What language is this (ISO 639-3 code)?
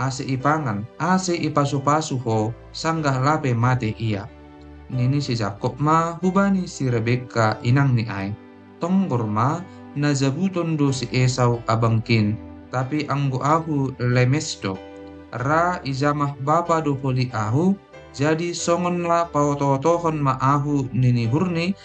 bts